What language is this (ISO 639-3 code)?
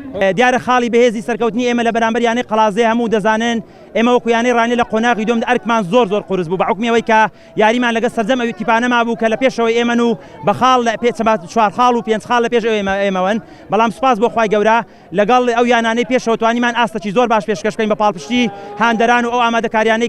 ckb